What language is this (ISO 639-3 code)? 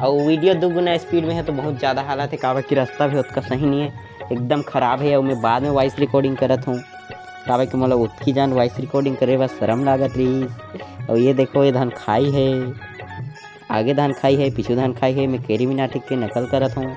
hne